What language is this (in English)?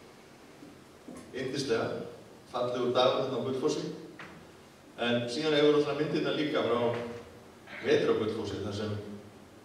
Icelandic